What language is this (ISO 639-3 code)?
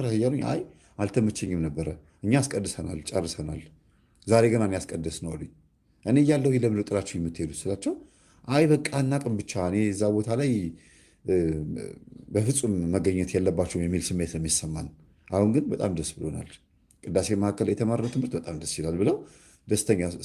amh